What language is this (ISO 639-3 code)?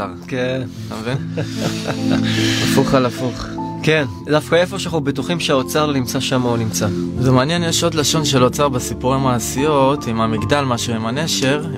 heb